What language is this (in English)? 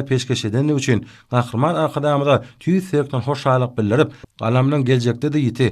Turkmen